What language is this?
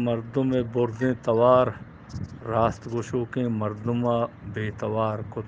Eastern Balochi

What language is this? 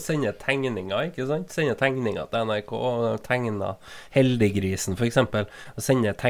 Norwegian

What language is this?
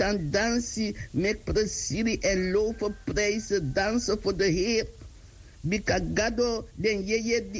Sranan Tongo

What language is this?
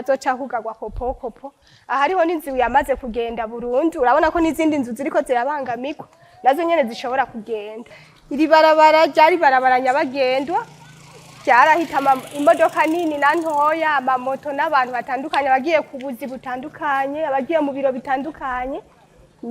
Rundi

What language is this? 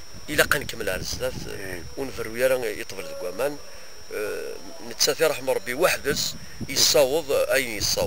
Kabyle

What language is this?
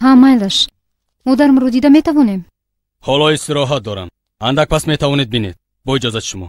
Tajik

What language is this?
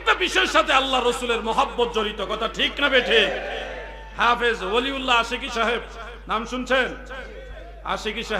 Bangla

